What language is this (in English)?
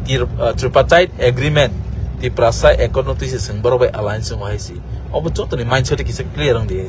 Kok Borok